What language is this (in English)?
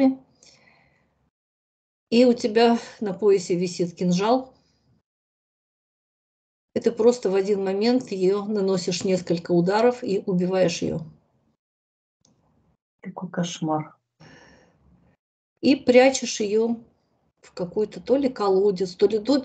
Russian